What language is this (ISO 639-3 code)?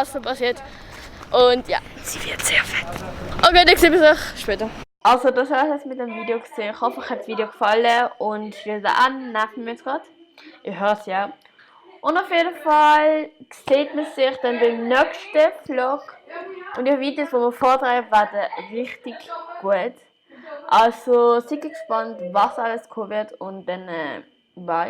gsw